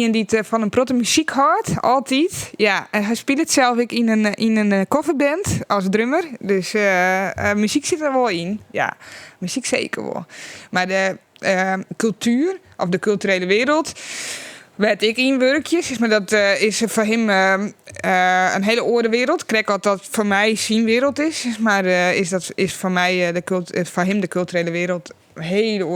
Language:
Western Frisian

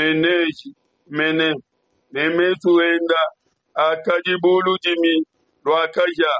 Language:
Luba-Lulua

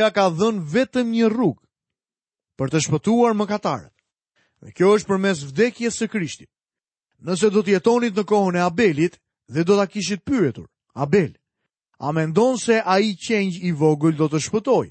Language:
Albanian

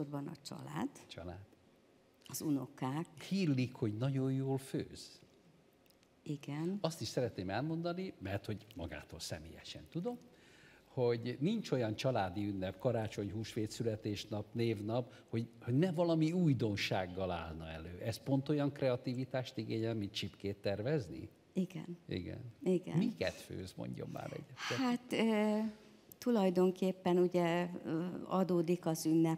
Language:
Hungarian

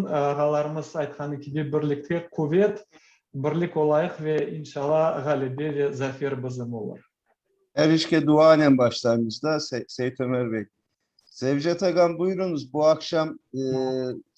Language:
Crimean Tatar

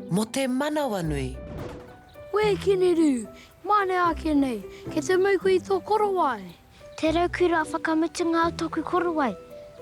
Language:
Māori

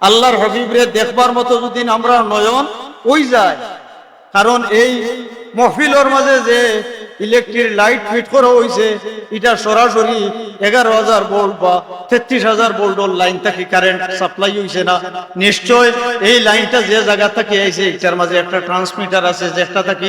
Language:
Sylheti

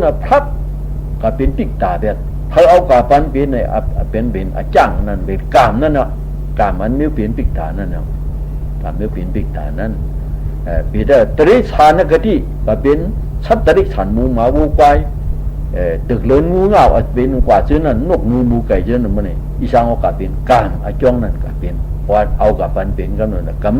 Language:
Shan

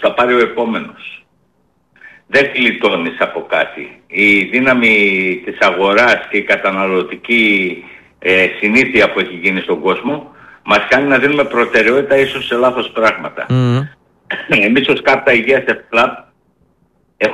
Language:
Greek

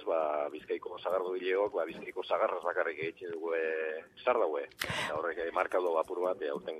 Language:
Basque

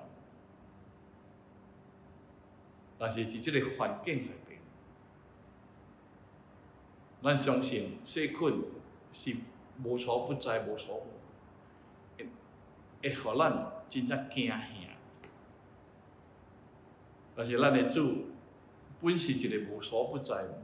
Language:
Min Nan Chinese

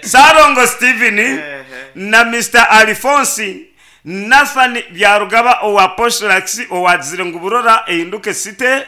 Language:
Nyankole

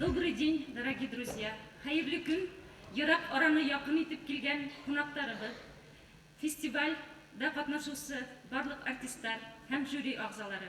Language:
Bashkir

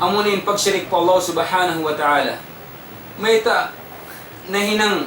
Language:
Tausug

